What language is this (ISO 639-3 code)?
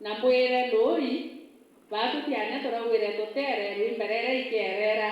mer